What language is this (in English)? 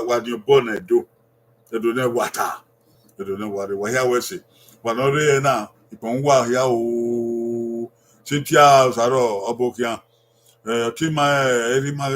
Bini